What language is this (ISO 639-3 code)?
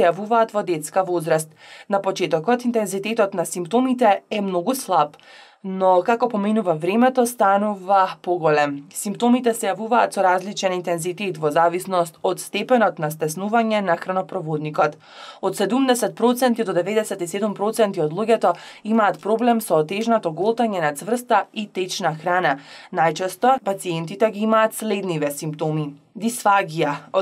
mkd